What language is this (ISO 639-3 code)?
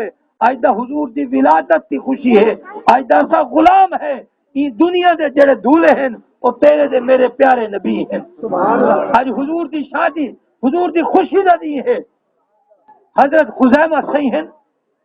skr